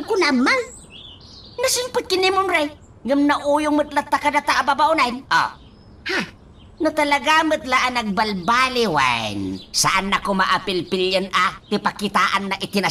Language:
Iloko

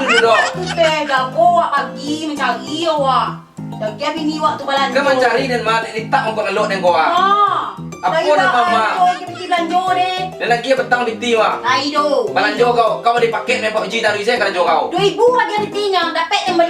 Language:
Minangkabau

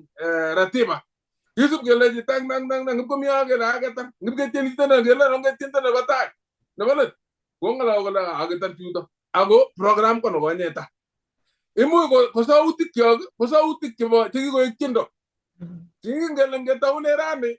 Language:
Kalenjin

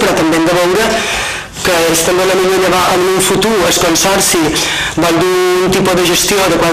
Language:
Catalan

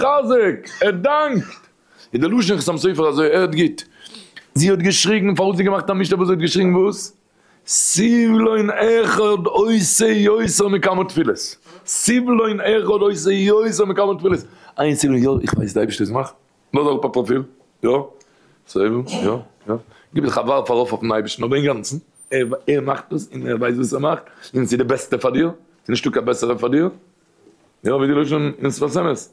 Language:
Yiddish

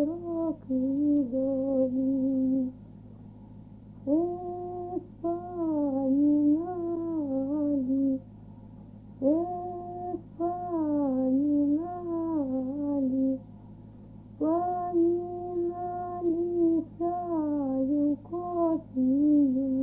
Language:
Russian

